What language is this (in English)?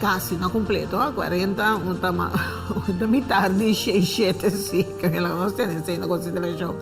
Papiamento